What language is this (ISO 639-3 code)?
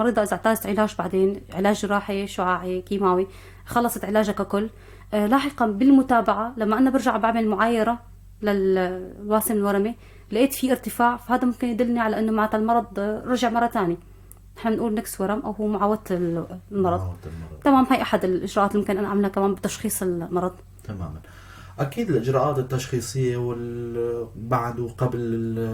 apc